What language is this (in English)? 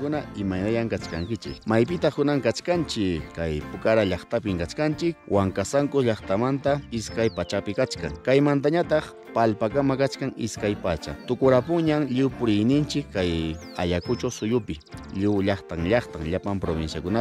Ayacucho Quechua